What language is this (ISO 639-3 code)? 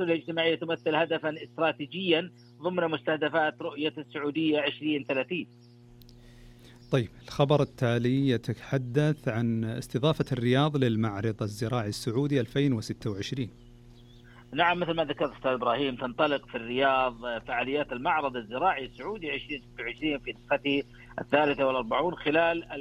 ara